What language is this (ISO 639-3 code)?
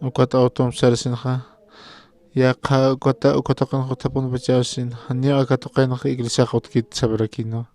aym